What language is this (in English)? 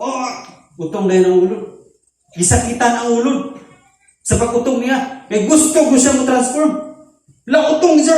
Cebuano